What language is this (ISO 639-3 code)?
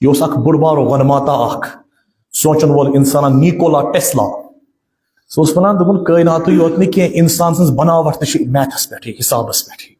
kas